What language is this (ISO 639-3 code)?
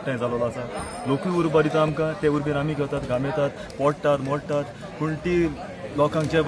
kok